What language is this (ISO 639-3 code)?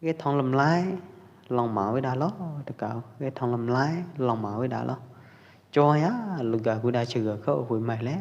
kjp